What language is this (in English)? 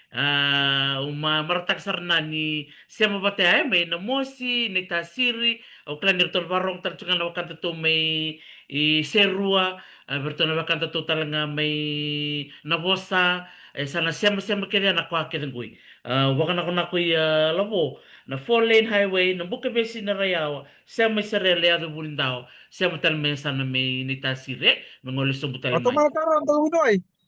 Fijian